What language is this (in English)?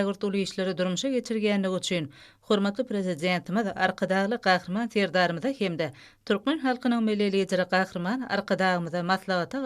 Turkmen